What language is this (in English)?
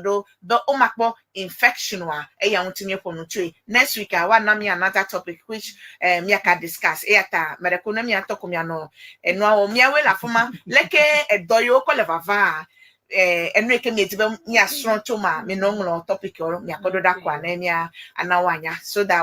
Ewe